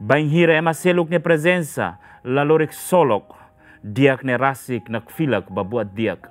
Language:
Tetum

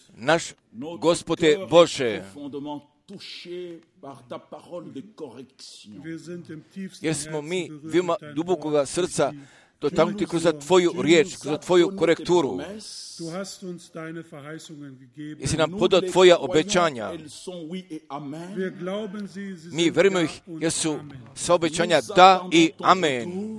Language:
Croatian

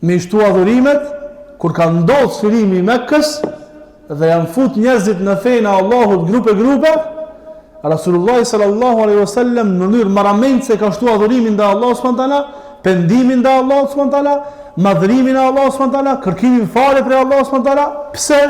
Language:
Albanian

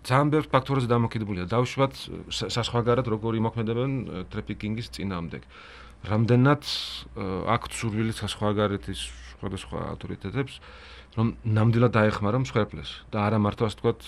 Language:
Georgian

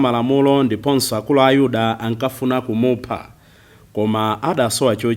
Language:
Nyanja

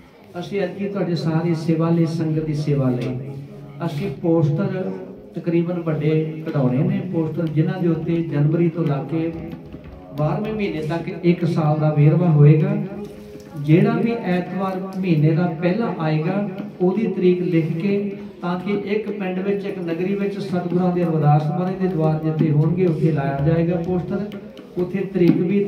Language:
Punjabi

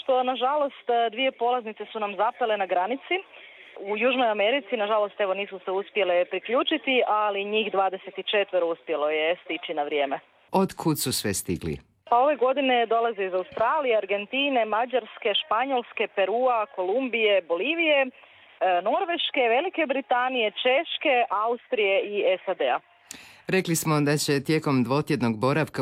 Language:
Croatian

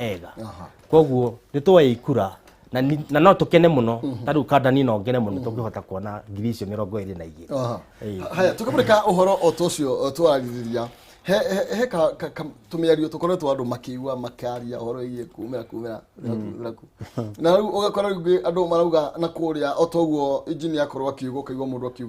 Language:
Kikuyu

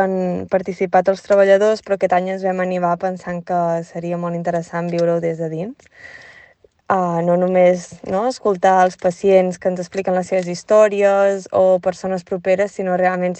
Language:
Catalan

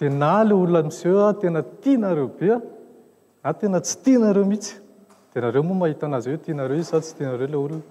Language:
Malagasy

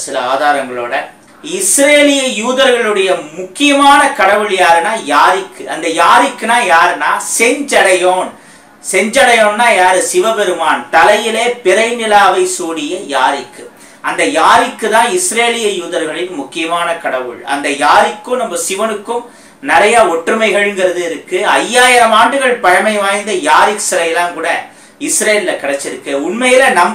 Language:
Tamil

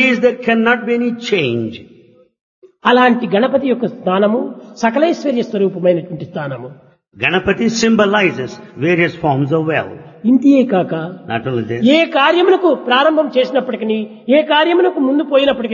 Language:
Telugu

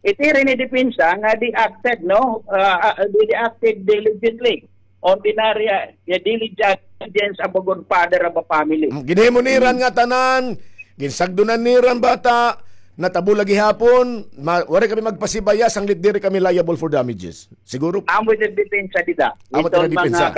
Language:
Waray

